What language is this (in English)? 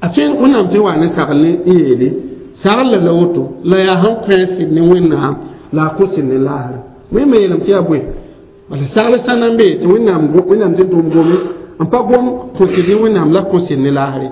Mossi